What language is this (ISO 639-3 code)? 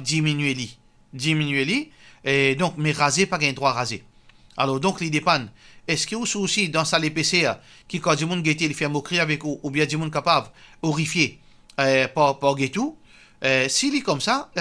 mfe